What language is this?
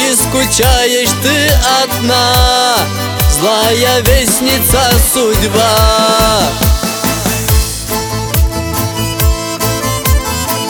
Russian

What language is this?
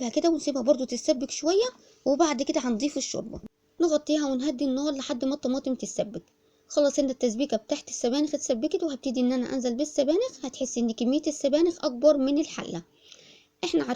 Egyptian Arabic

